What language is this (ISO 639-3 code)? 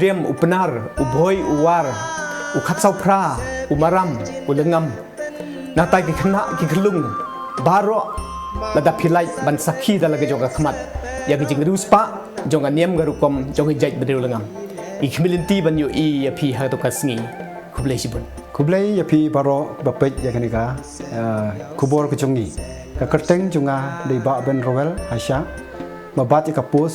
kha